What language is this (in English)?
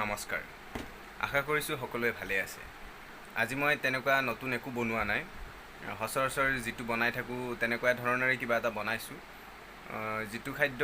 Assamese